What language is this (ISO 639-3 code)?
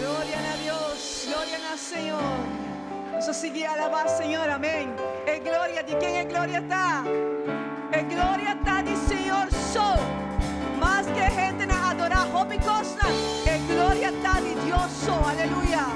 pap